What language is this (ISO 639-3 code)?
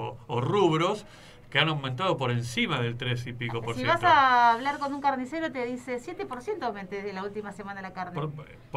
spa